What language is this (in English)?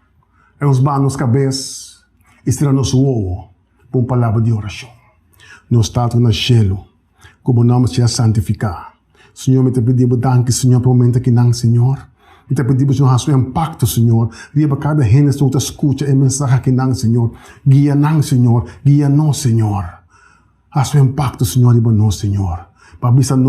Papiamento